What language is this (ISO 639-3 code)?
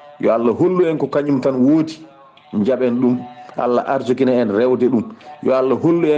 ful